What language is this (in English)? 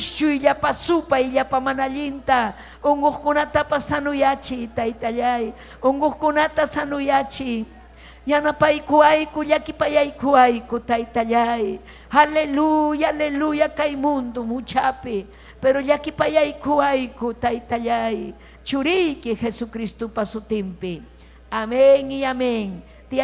Ayacucho Quechua